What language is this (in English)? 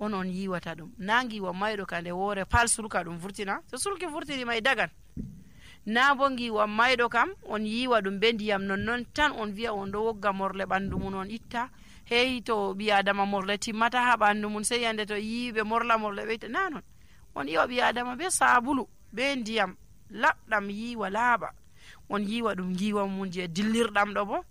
Nigerian Fulfulde